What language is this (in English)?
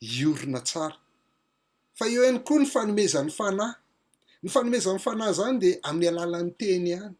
Malagasy